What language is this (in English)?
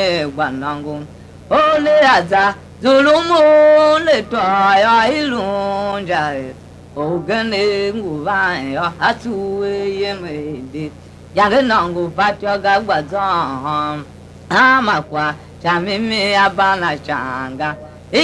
Tiv